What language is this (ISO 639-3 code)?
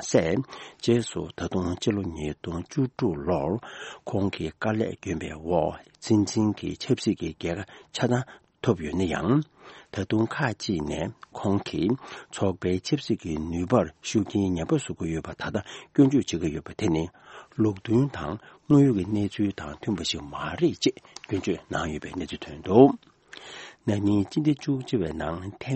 bod